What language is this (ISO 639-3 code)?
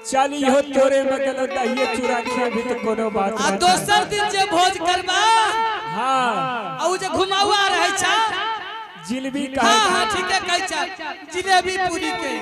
anp